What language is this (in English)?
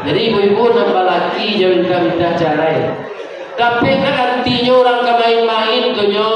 Minangkabau